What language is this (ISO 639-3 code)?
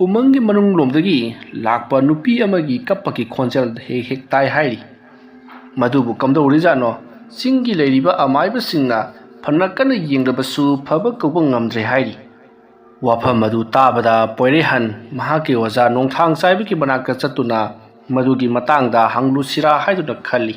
mni